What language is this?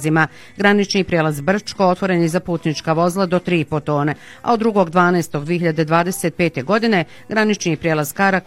Bosnian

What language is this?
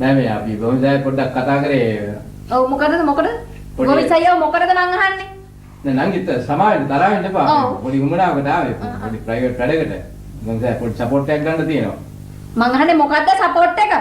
Sinhala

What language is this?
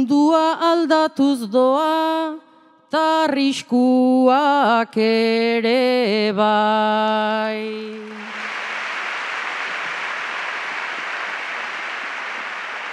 Basque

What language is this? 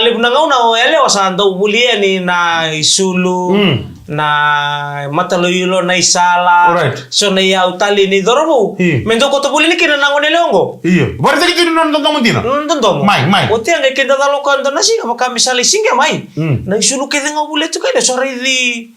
Fijian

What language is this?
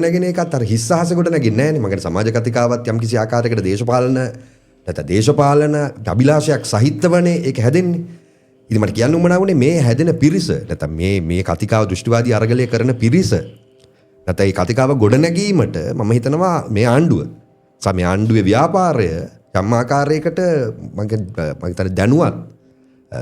Sinhala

